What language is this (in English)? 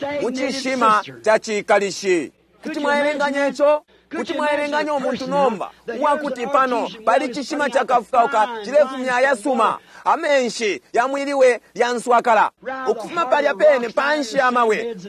Bemba